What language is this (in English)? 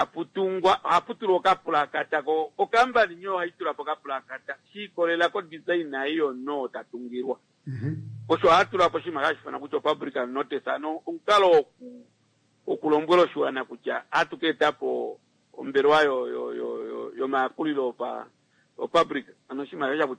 Kuanyama